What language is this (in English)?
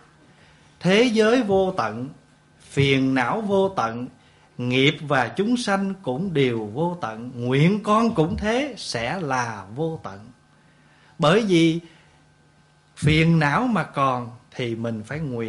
Vietnamese